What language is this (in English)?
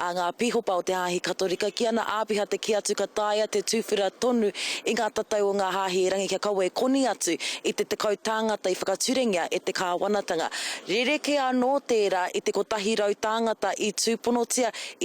Māori